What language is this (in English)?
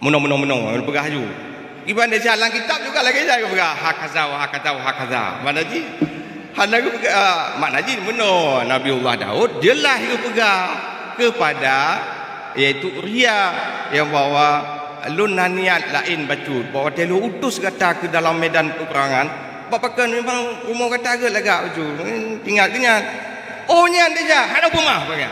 Achinese